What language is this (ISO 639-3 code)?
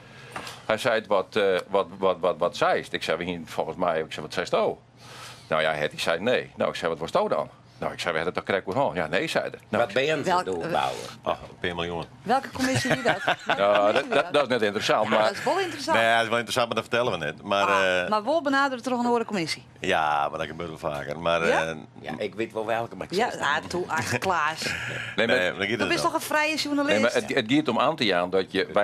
fry